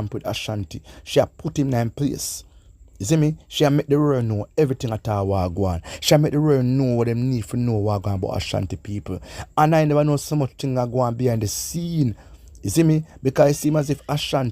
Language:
Jamaican Creole English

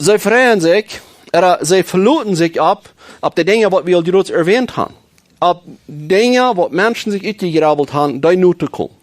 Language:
Plautdietsch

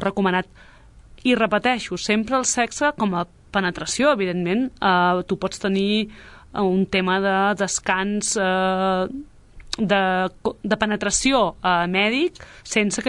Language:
Catalan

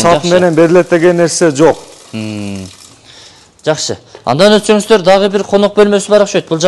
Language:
Kyrgyz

